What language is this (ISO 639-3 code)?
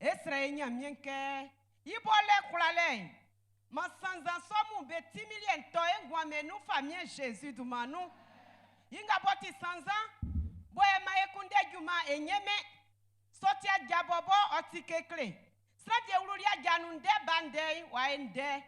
bci